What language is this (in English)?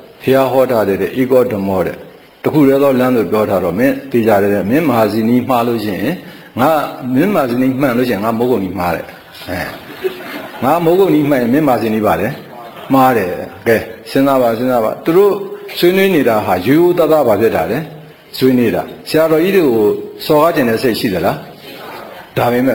Burmese